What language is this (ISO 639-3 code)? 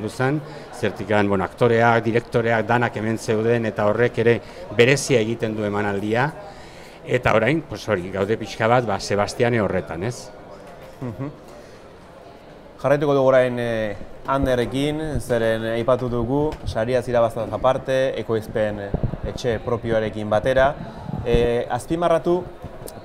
eus